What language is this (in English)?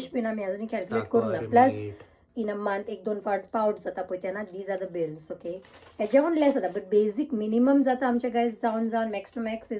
Konkani